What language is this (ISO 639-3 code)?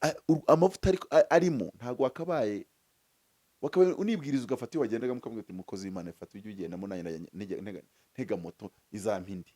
kin